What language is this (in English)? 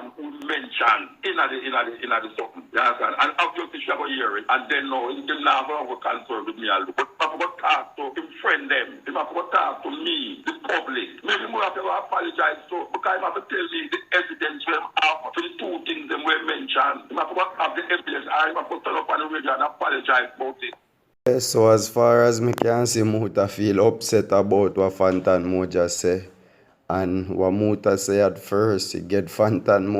Jamaican Creole English